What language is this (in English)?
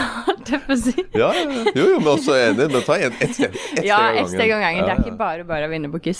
Norwegian